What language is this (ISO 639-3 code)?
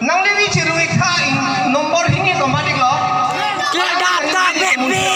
mjw